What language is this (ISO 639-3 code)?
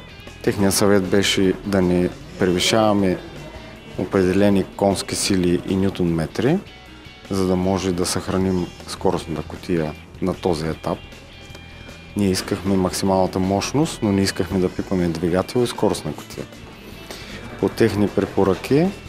bul